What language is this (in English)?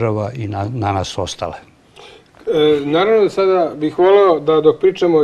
Serbian